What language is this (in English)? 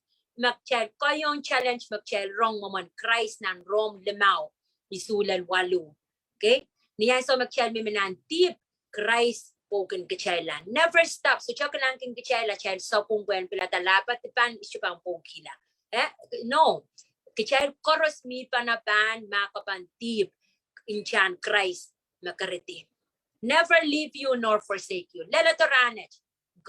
Pohnpeian